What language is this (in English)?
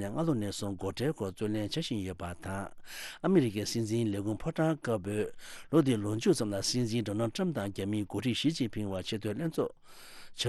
Tibetan